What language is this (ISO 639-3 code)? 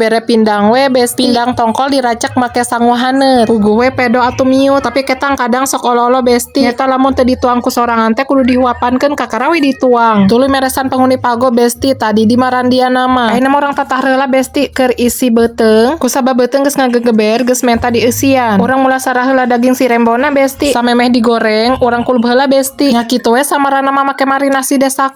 sun